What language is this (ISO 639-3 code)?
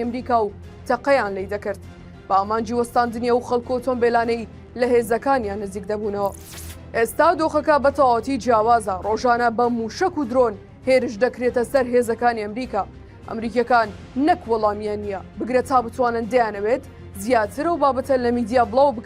ckb